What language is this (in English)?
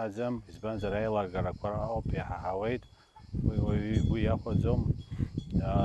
Abkhazian